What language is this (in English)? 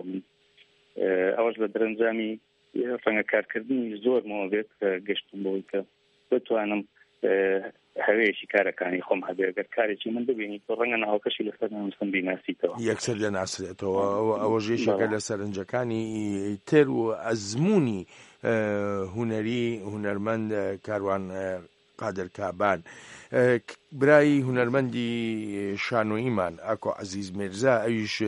Central Kurdish